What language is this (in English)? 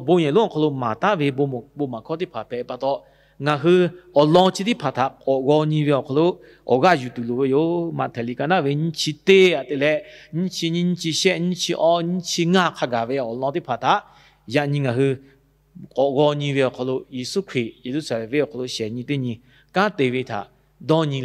Lahu